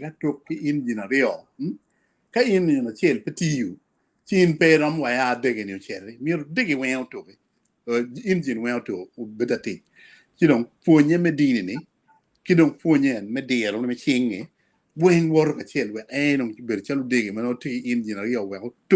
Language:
Acoli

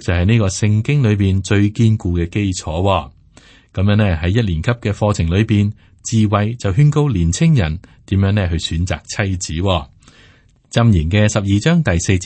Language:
Cantonese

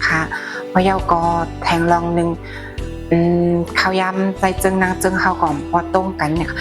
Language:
Shan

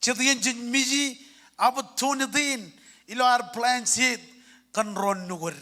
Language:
Marshallese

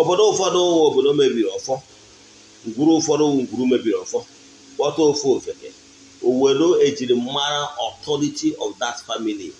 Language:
Igbo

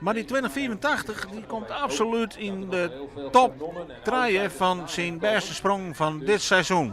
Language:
Western Frisian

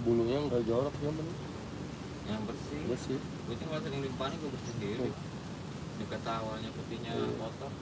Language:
Betawi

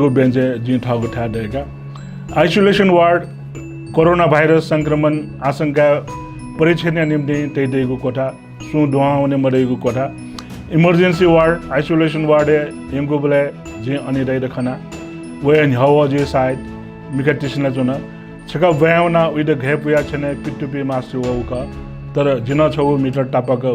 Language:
Newari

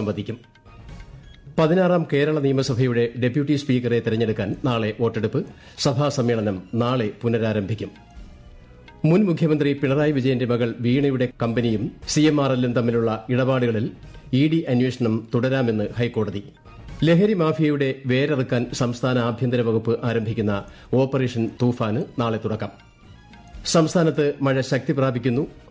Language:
Malayalam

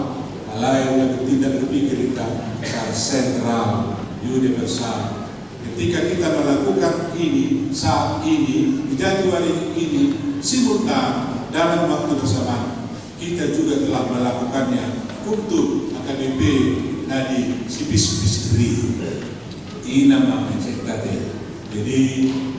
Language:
Batak Toba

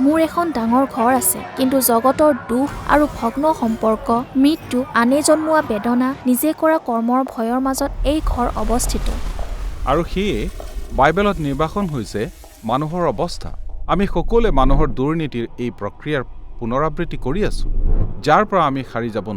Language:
Assamese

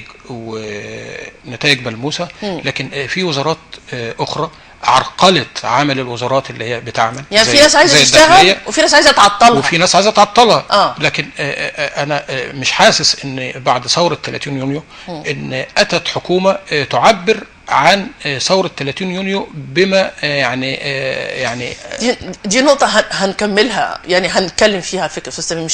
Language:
Egyptian Arabic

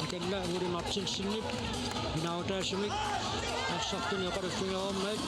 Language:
Kalaallisut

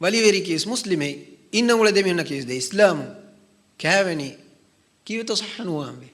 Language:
Divehi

